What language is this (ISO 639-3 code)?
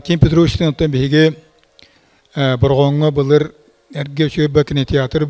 sah